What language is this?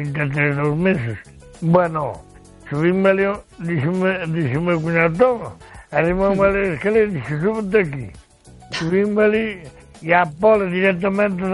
Galician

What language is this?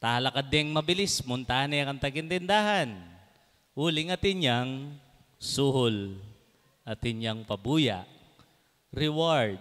Pampanga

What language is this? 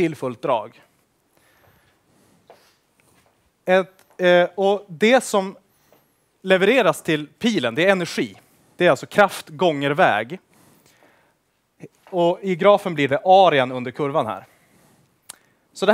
Swedish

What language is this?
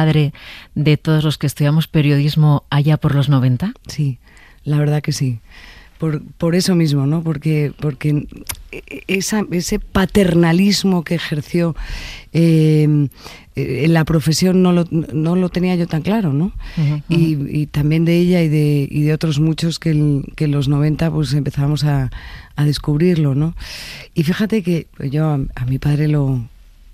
Spanish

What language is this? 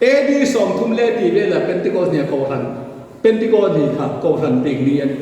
Hmar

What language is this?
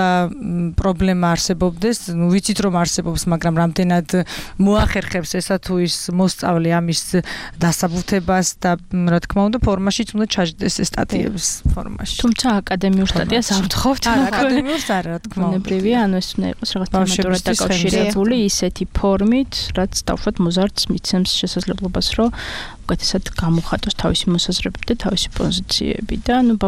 Georgian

